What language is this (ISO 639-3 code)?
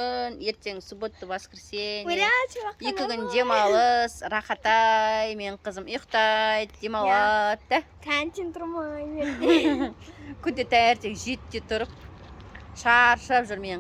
kaz